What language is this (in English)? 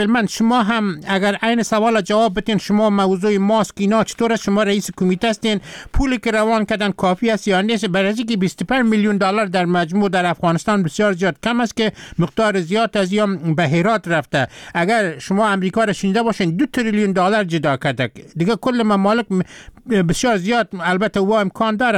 Persian